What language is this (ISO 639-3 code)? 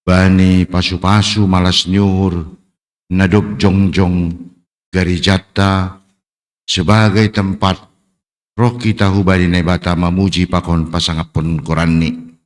bts